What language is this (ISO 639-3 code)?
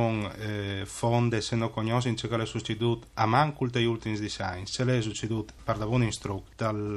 fur